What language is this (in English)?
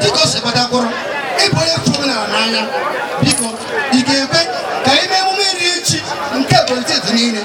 Igbo